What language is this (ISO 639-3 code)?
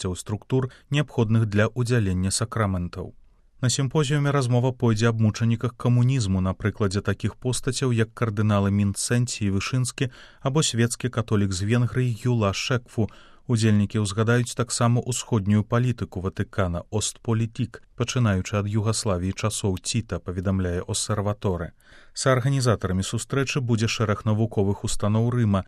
bel